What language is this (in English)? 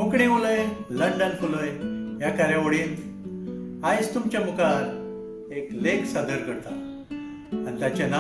Konkani